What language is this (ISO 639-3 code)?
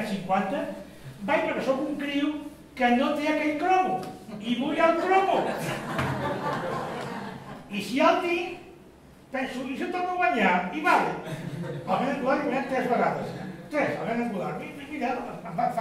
cat